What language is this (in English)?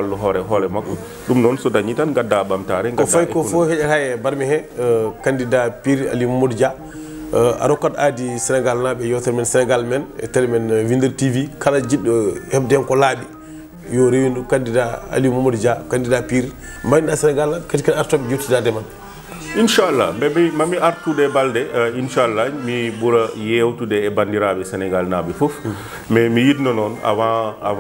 Fula